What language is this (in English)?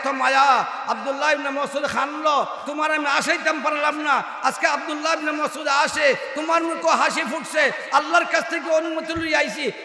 Sylheti